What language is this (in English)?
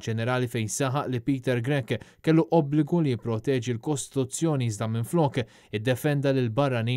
Maltese